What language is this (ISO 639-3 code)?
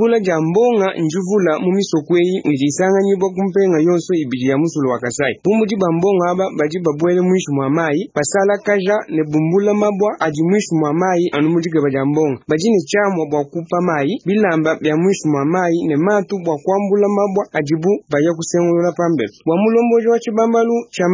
lua